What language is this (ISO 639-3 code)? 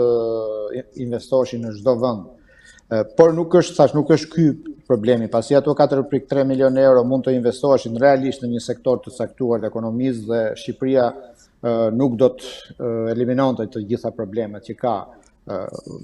sqi